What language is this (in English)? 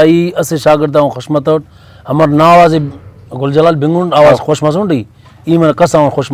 Brahui